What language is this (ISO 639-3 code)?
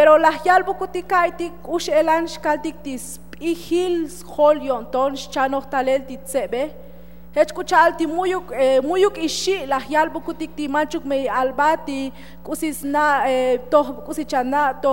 tzo